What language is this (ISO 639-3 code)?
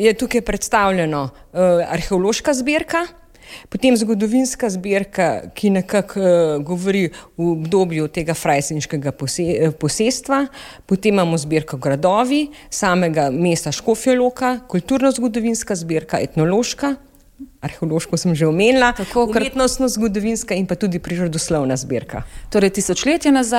slv